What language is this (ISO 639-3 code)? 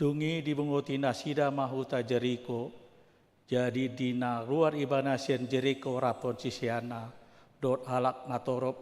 bbc